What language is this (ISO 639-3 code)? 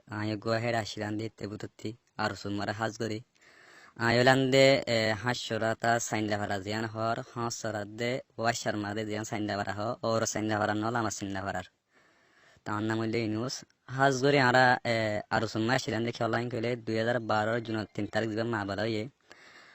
rhg